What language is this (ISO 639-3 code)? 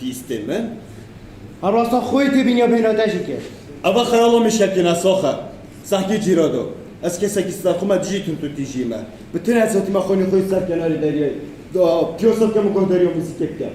kur